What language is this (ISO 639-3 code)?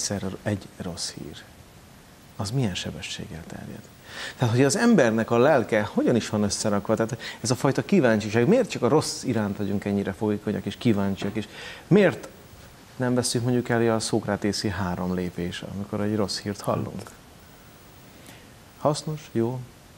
hun